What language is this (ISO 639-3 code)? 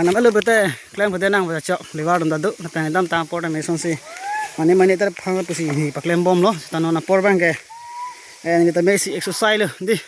mjw